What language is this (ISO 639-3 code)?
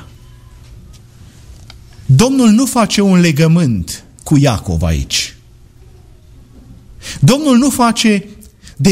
ron